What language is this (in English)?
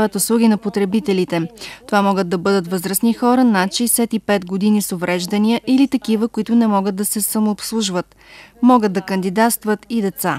Bulgarian